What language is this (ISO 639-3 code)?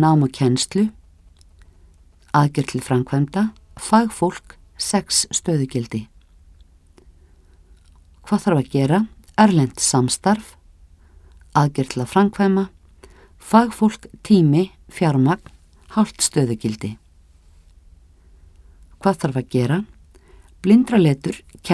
isl